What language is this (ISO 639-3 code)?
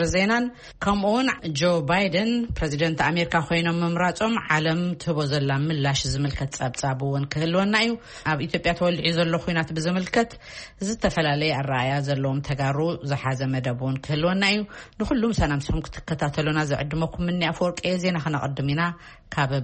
tir